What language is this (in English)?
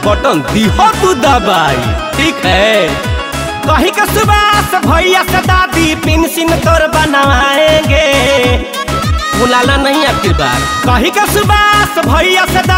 Bhojpuri